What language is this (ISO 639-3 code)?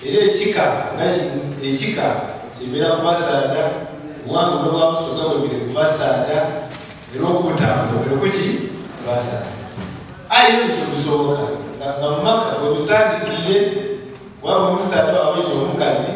xog